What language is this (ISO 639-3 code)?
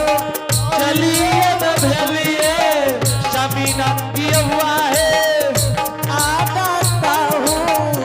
anp